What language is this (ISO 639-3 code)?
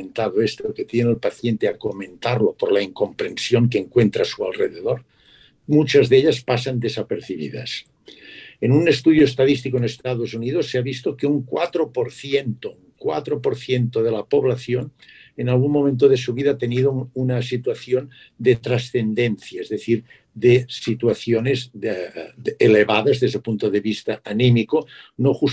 spa